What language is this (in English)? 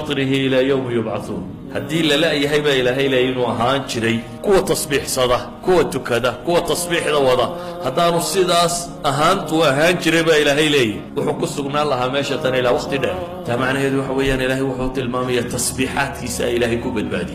Somali